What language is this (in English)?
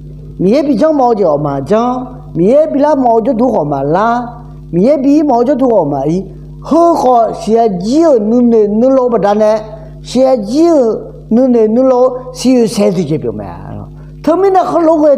Akha